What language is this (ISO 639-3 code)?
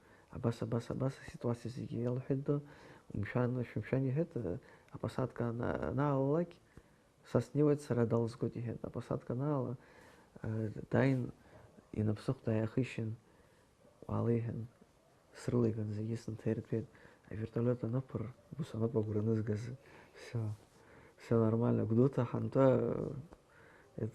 abk